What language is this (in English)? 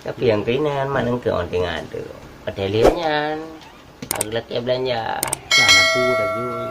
Achinese